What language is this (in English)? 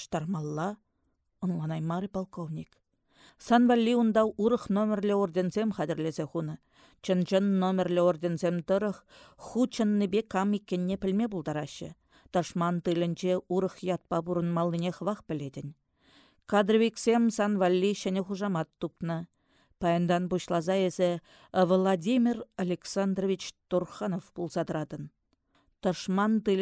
Chuvash